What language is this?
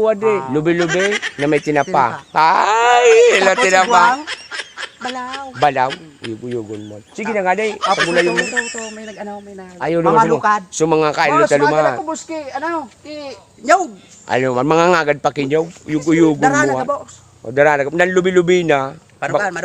Bikol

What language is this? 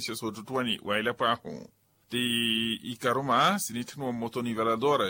Makhuwa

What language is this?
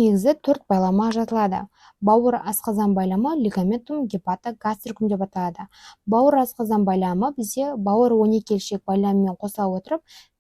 Kazakh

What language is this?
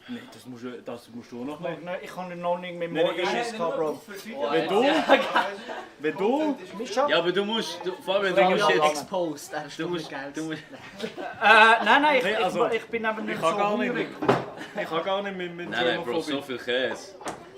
Swiss German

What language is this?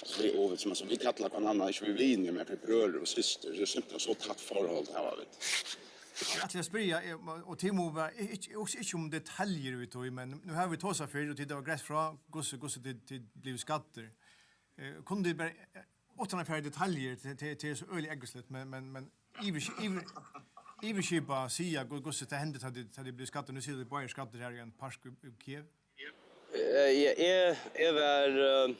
Faroese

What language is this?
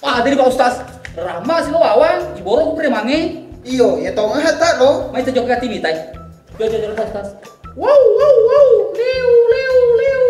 Buginese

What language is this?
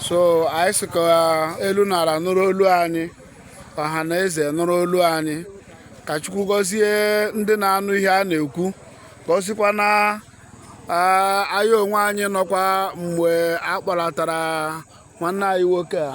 Igbo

